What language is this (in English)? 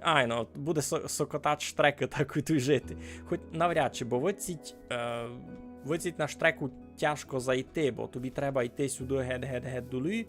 Rusyn